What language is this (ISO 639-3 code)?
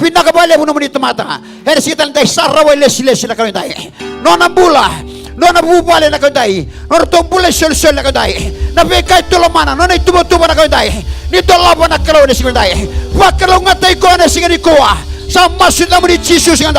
fij